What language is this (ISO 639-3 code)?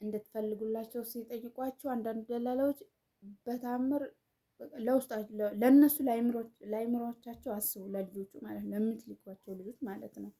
amh